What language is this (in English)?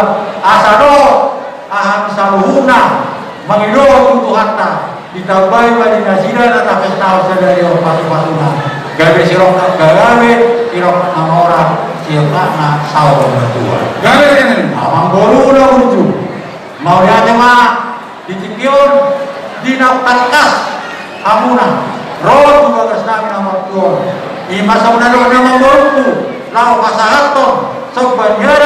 Batak Toba